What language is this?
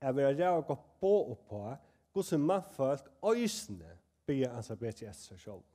Faroese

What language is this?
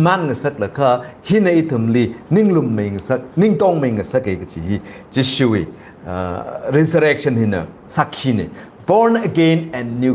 Tangkhul Naga (India)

